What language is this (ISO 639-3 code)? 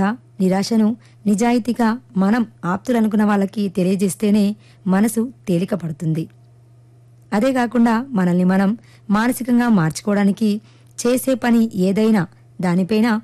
tel